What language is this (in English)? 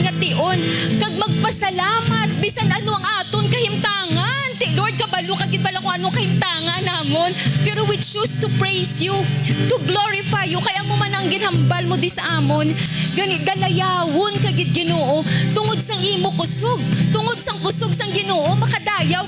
Hiligaynon